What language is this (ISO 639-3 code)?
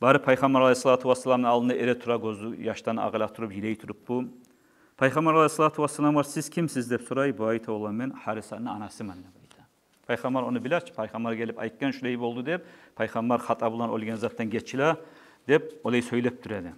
kum